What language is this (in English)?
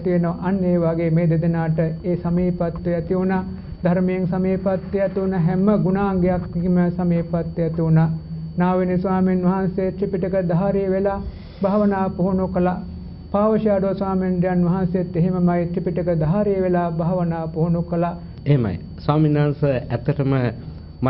Sinhala